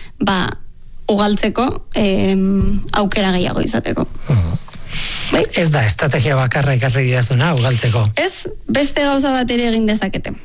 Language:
Basque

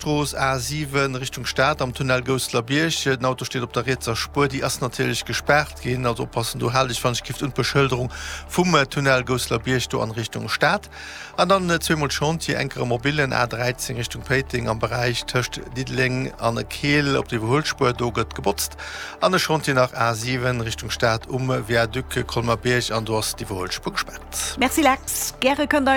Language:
Luxembourgish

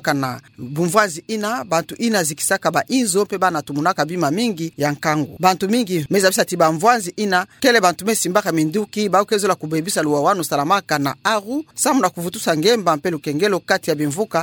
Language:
Kituba (Democratic Republic of Congo)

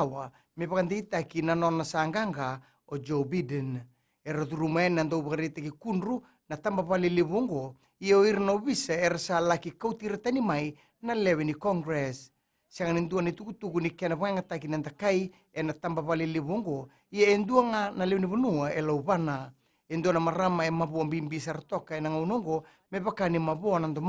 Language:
Fijian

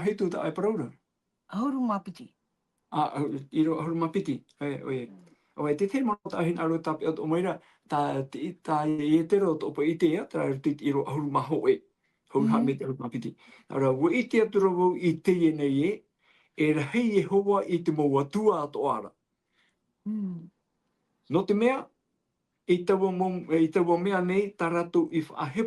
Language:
Tahitian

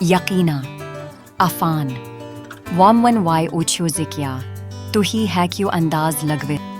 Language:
Kashmiri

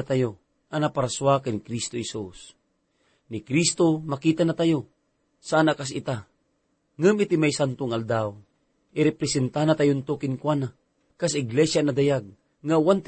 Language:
Iloko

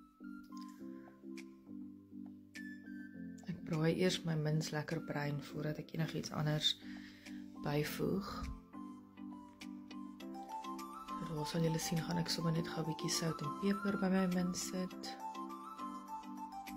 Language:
Afrikaans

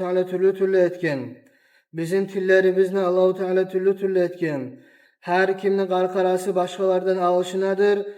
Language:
Kumyk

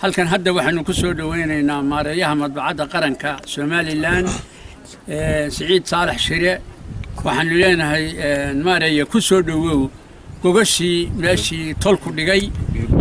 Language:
Somali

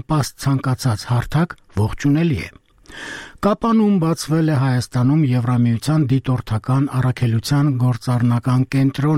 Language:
Armenian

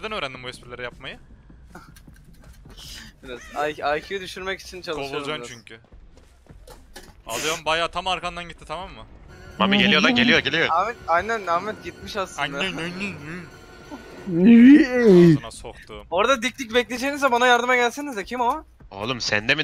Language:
Turkish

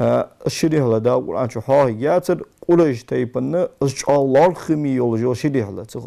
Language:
Ingush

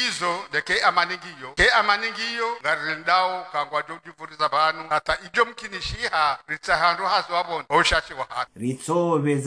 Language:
Ngazidja Comorian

